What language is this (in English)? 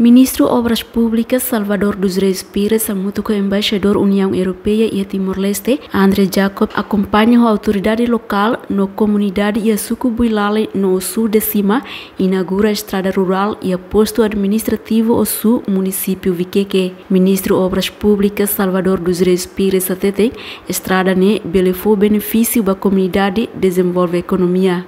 Tetum